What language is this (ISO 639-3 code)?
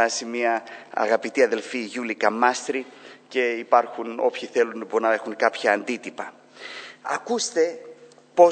ell